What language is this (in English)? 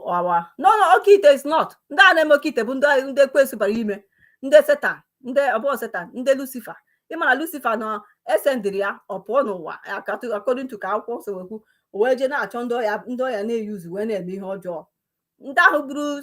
Igbo